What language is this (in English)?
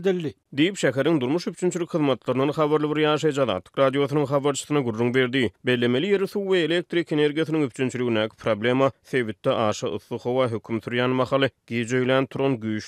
Turkmen